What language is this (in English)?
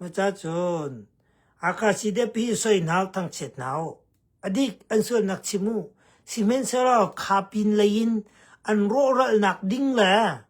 Hakha Chin